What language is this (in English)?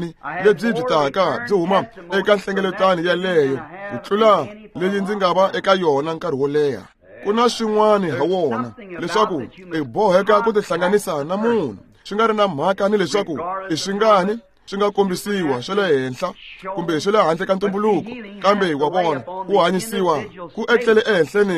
Tsonga